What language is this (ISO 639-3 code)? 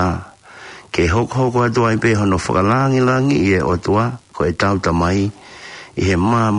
ton